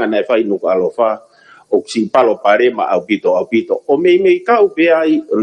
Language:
Tongan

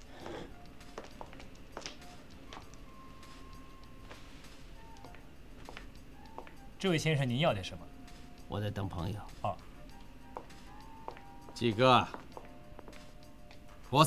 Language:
Chinese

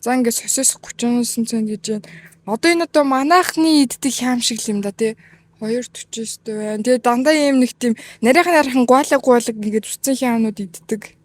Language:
Mongolian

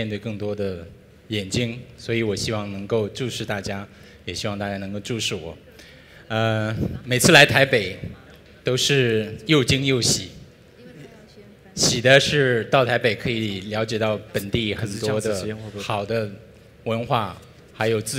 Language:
Chinese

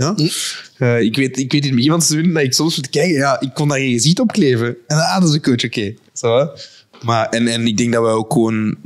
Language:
Dutch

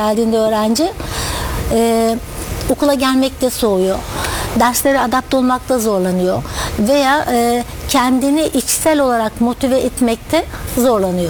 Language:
Turkish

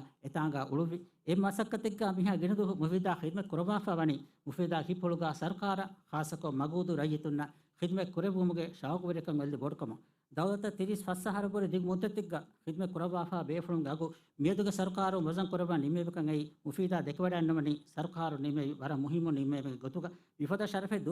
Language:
Divehi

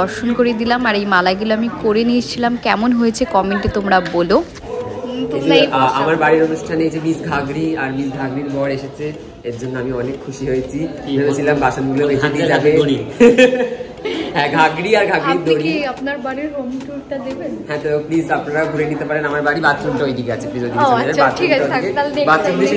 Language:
Bangla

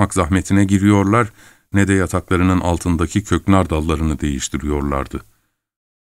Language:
Turkish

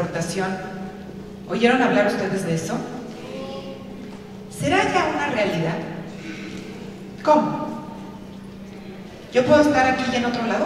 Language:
Spanish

